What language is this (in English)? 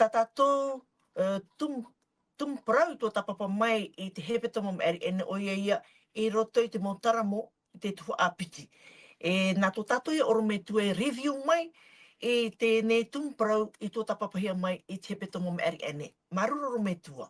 Tahitian